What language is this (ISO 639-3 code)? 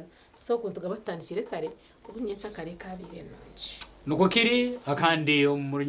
nyn